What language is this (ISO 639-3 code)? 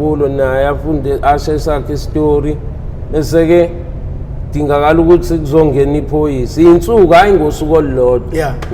zul